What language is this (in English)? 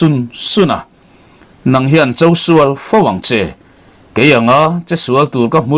Mizo